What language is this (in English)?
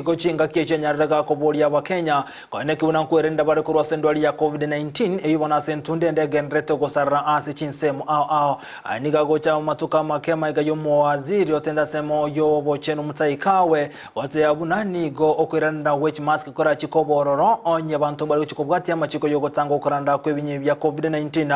Gusii